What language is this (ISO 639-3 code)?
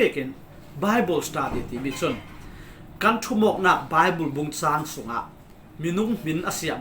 cfm